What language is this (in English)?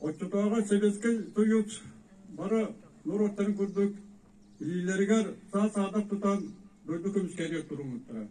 Yakut